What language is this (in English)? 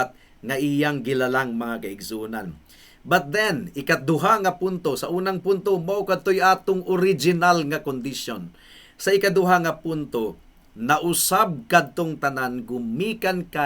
Cebuano